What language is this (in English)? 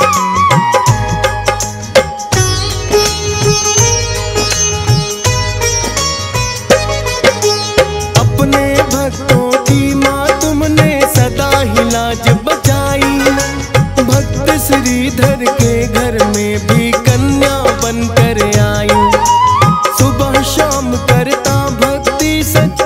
Hindi